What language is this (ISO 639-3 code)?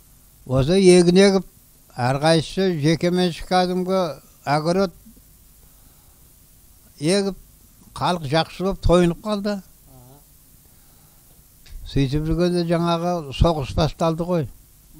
kaz